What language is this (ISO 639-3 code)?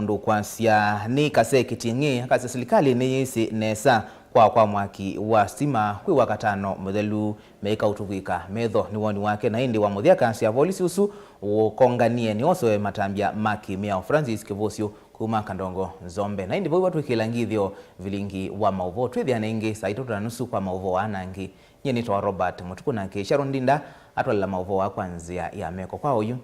kam